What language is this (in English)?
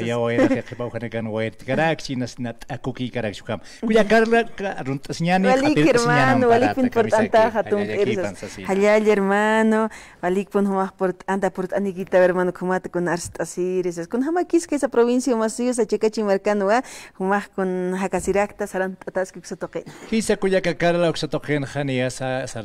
Aymara